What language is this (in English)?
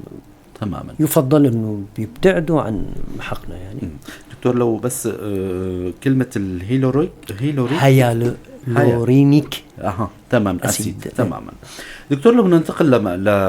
North Levantine Arabic